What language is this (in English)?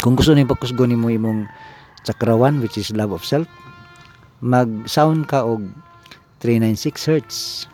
Cebuano